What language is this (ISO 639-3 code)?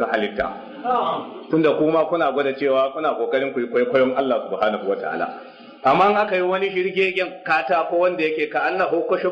hau